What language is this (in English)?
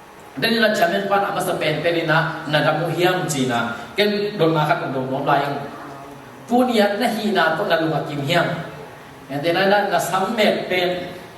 Tedim Chin